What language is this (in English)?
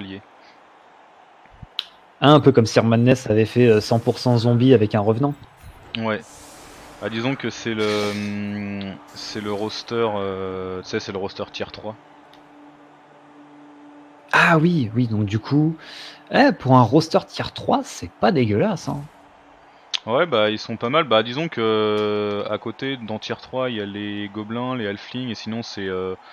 French